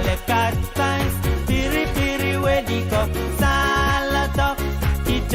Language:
Pohnpeian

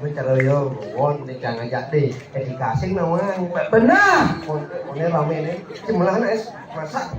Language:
Balinese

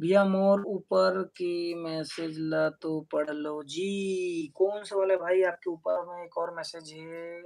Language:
Chhattisgarhi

